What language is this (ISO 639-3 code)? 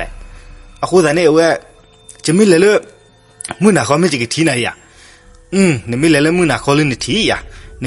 ksw